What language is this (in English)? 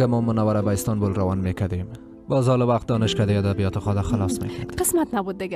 Persian